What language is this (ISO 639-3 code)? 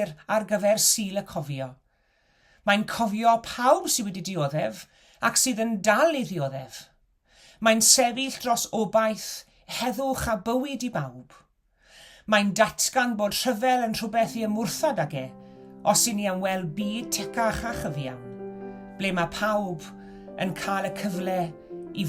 cym